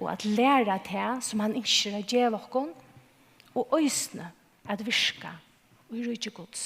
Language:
Faroese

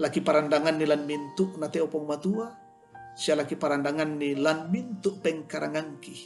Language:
Toraja-Sa'dan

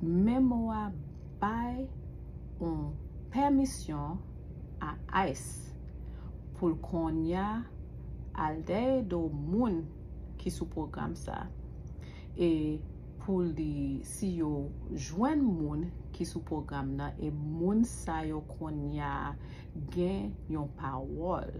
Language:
Haitian Creole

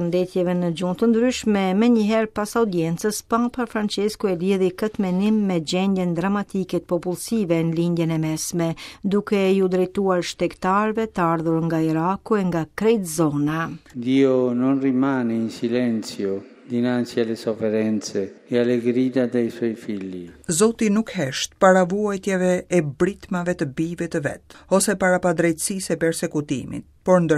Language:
Albanian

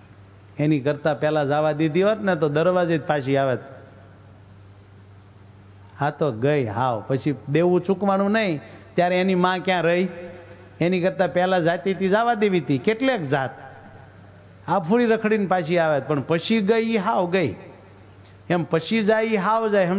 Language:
Gujarati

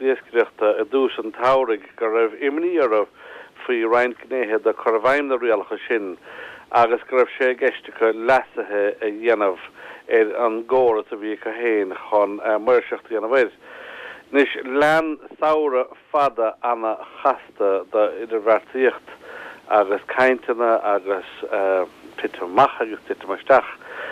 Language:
Irish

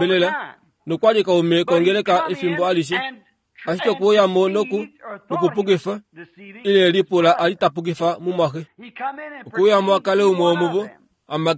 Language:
Kuanyama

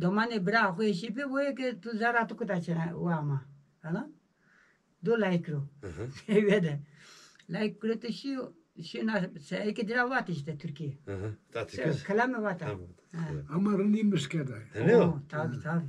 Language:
Zaza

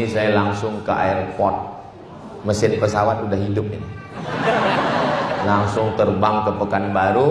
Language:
Indonesian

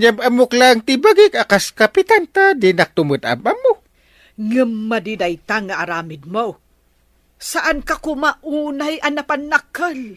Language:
Iloko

